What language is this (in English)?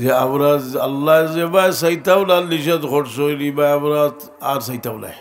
Sylheti